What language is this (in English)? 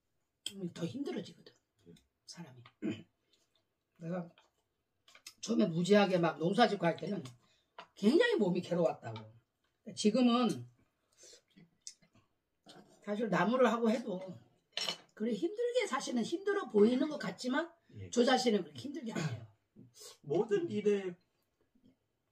Korean